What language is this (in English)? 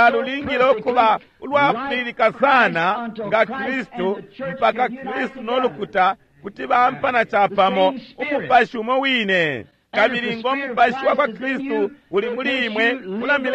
Bemba